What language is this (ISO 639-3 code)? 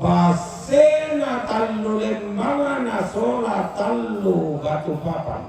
sda